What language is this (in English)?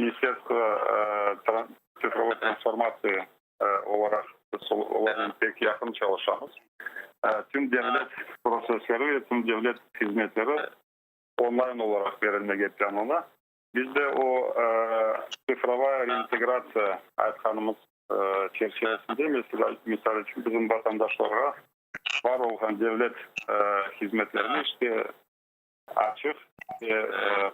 Crimean Tatar